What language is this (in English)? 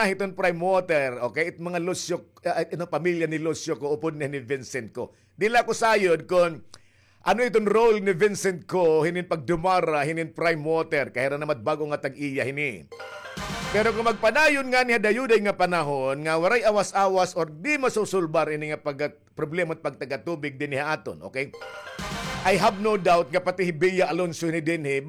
Waray